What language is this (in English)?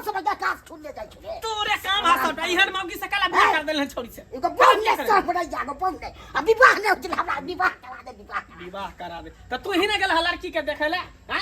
Maithili